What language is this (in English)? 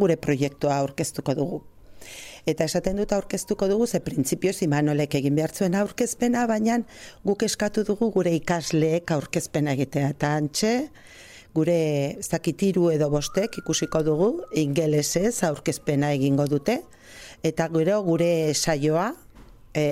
Basque